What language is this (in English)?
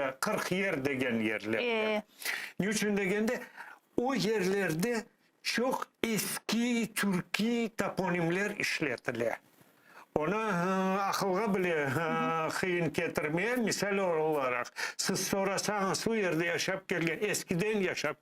Crimean Tatar